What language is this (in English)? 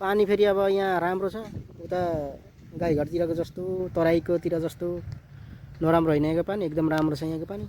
Nepali